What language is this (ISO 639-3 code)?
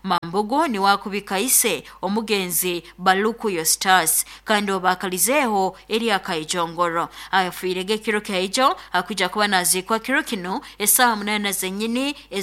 nyo